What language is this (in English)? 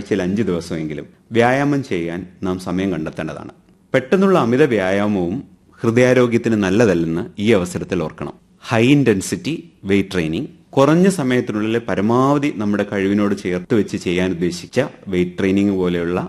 Malayalam